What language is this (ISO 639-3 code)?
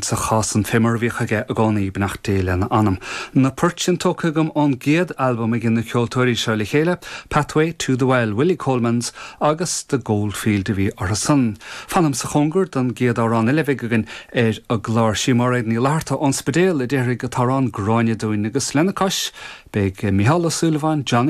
gle